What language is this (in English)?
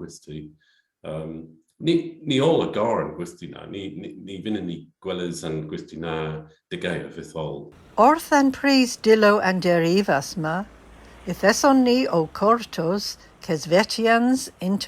Cornish